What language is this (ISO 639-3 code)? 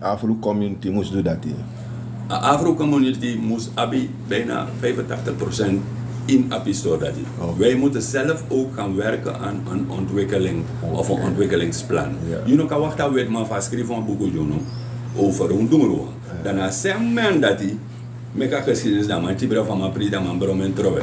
srn